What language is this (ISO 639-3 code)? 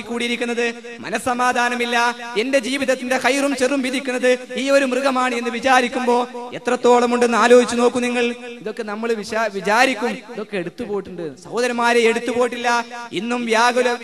mal